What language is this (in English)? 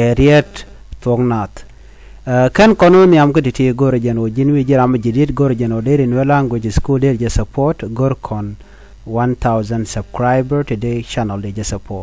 Nuer